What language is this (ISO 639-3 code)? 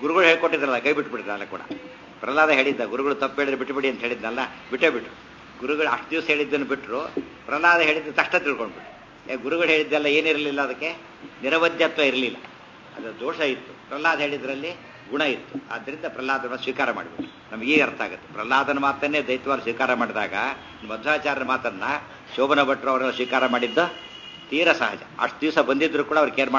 kan